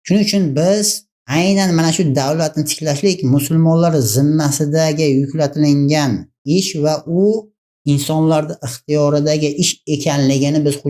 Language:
Uzbek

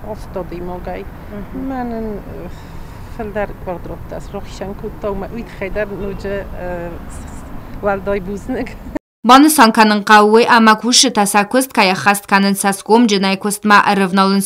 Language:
Ossetic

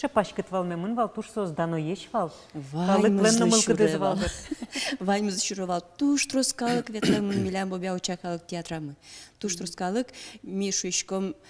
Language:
Udmurt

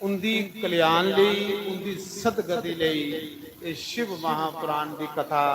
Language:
Dogri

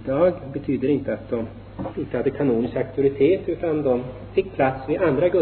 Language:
Swedish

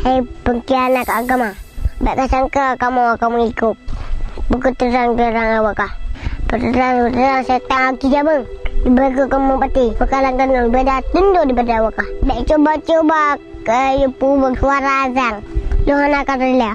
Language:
Achinese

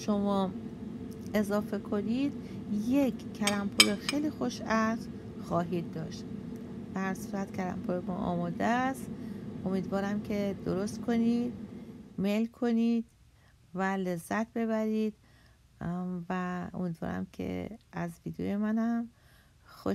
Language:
Persian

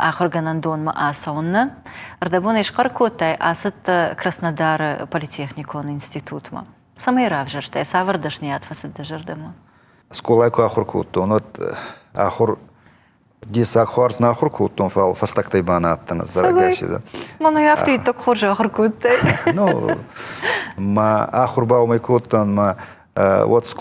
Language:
Ossetic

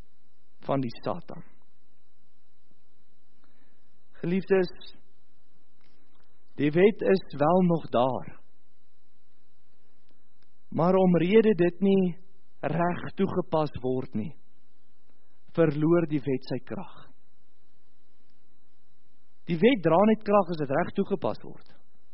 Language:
Afrikaans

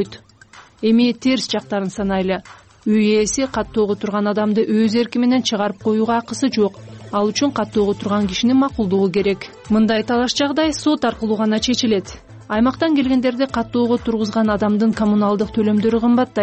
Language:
Kyrgyz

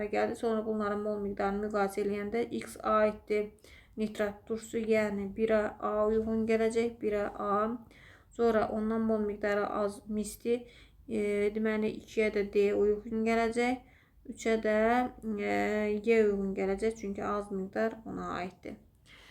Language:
Azerbaijani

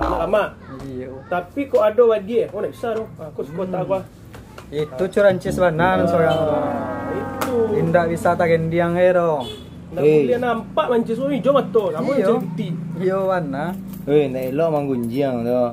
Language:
Minangkabau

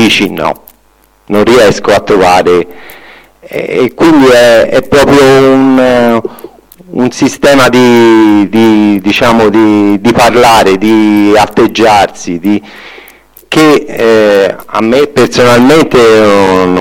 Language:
Italian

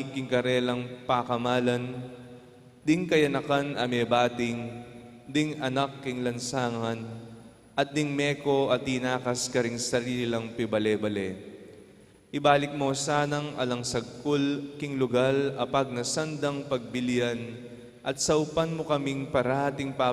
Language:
Pampanga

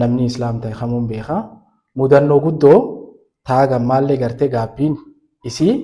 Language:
Oromo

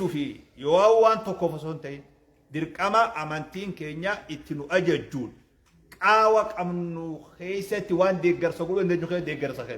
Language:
Oromo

